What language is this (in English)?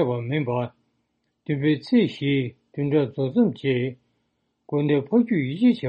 Tibetan